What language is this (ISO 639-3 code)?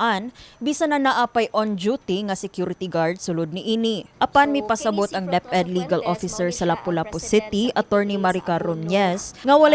ceb